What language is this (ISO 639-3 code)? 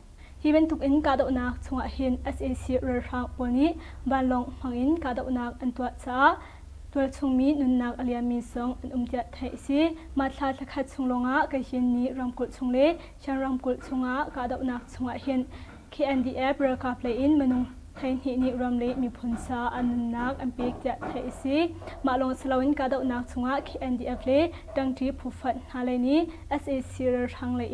cnh